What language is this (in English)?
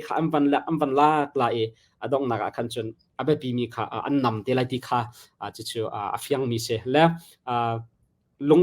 Hakha Chin